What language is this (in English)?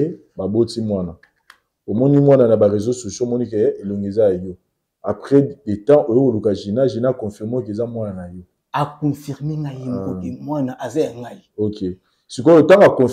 Lingala